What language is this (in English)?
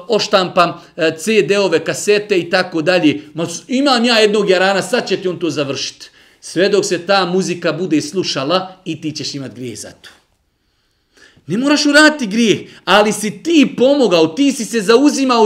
Bosnian